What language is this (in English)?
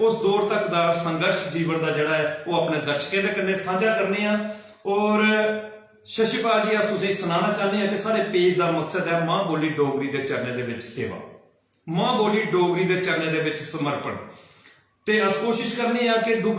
Dogri